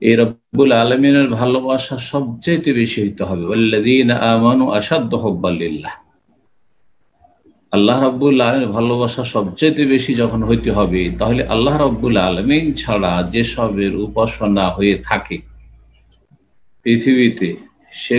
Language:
Bangla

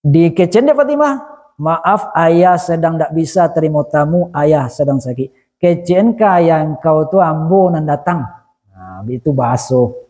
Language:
Minangkabau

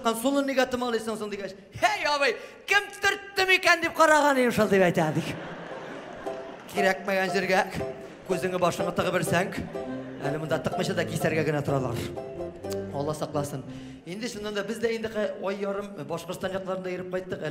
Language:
Tatar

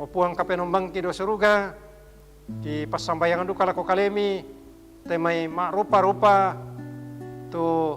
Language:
Toraja-Sa'dan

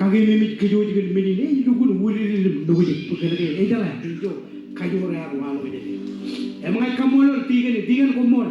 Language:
Marshallese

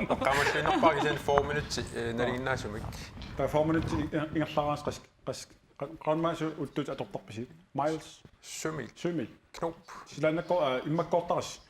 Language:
Kalaallisut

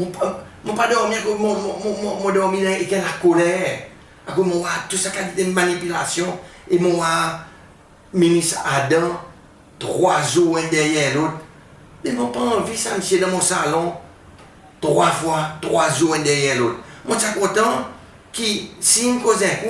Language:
Seselwa Creole French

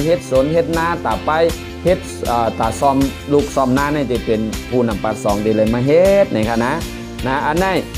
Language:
Shan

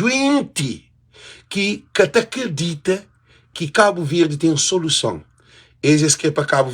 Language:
Kabuverdianu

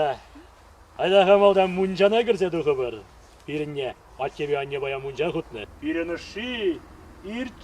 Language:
Chuvash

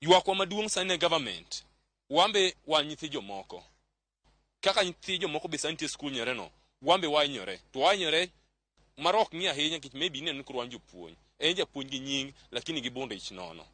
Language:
Luo (Kenya and Tanzania)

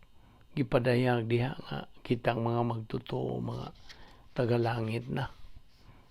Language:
Cebuano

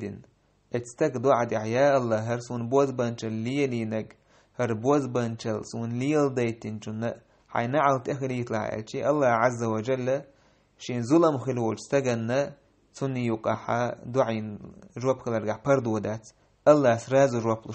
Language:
Chechen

